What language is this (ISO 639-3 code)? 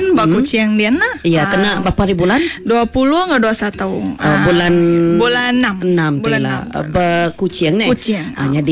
iba